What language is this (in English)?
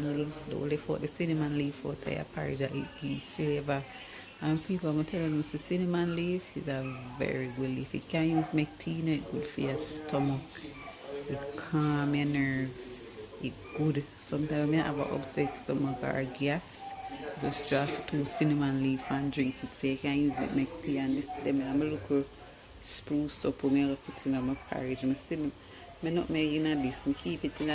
Jamaican Creole English